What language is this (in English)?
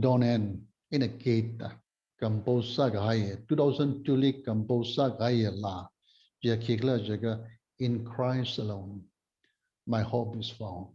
Tangkhul Naga (India)